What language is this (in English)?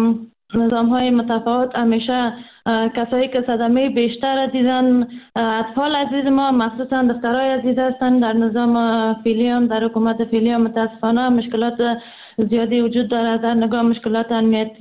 Persian